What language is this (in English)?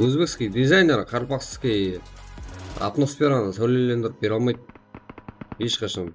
Kara-Kalpak